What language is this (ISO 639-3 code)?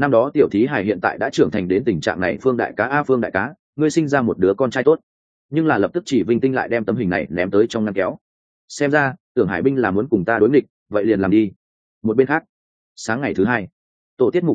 vie